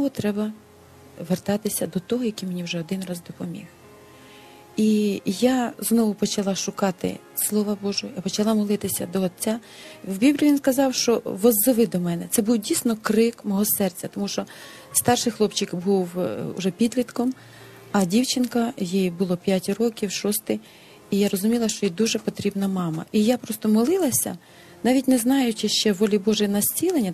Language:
Ukrainian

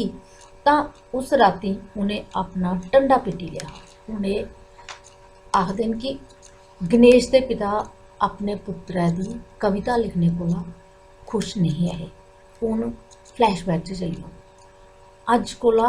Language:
Dogri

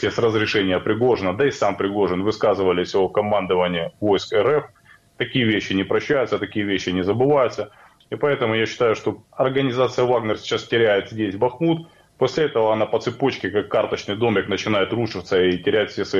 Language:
Russian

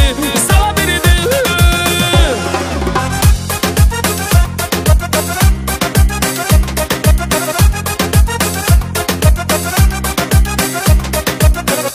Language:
Kazakh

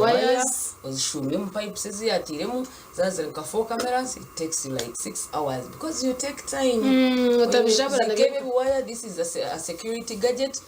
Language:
Nyankole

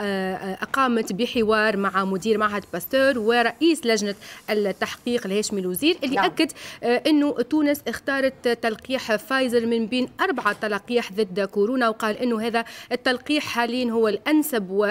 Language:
Tunisian Arabic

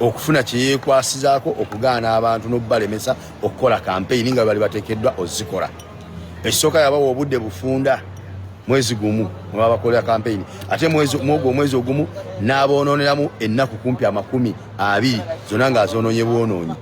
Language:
Ganda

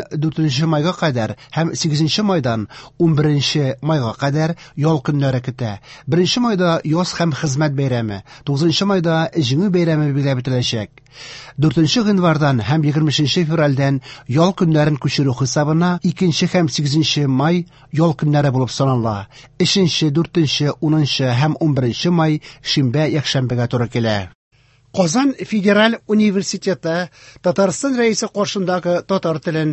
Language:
Tatar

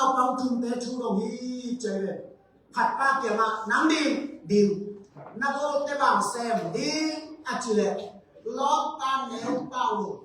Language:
Tedim Chin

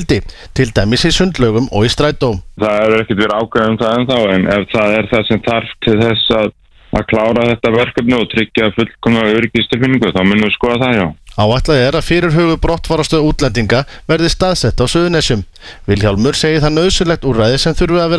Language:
Icelandic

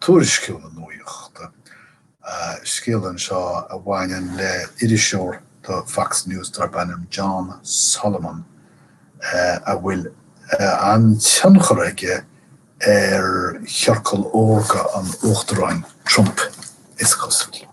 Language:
Irish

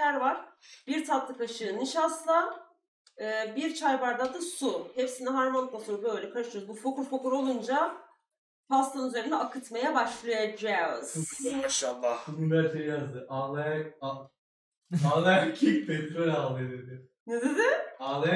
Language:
Turkish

